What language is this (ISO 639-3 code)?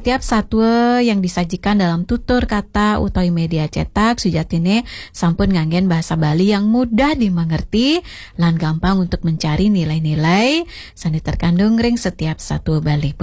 ban